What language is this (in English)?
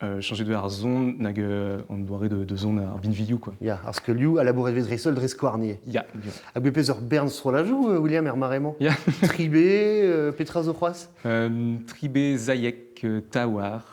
Breton